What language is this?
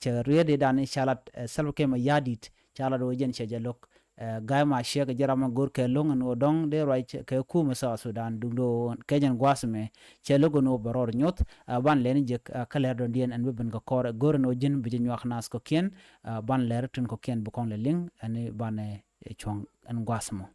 Nuer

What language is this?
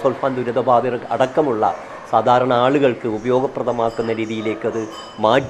Malayalam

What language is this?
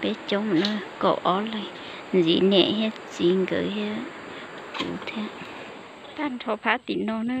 Hmong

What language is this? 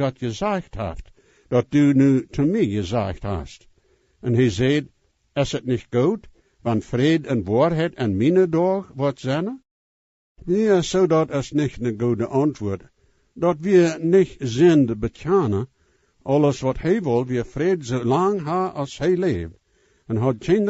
Plautdietsch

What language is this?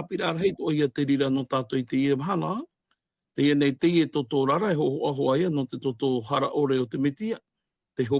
Tahitian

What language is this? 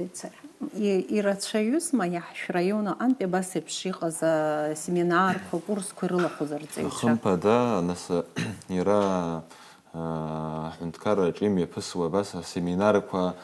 Abkhazian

